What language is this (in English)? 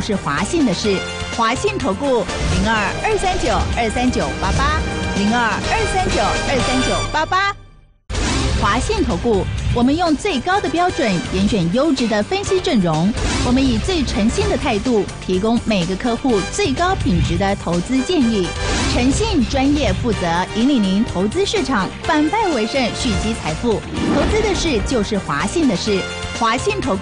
Chinese